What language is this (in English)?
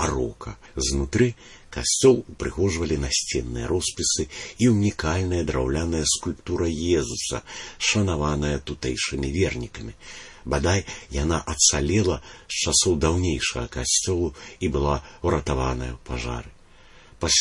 Belarusian